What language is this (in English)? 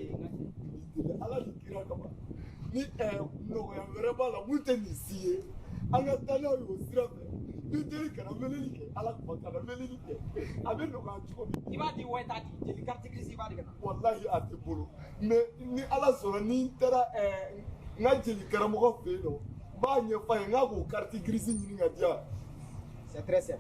Bambara